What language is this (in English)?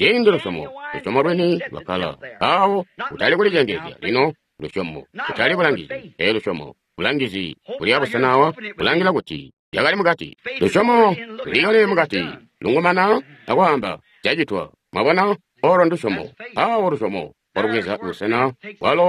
Tonga (Zambia)